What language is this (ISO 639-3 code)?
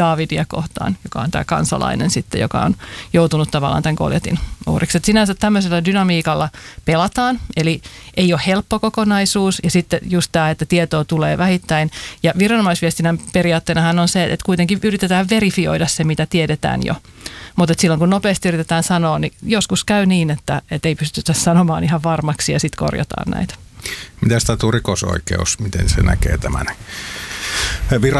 fin